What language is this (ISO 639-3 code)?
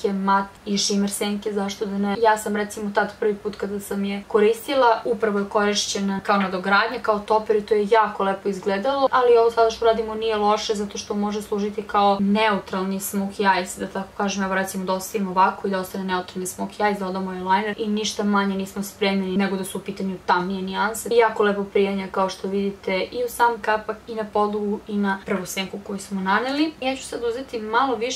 srp